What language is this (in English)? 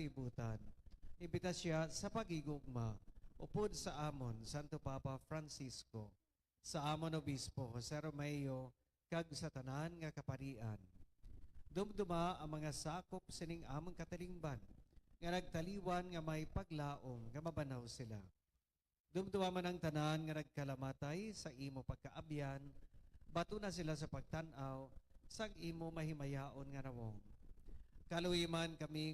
Hiligaynon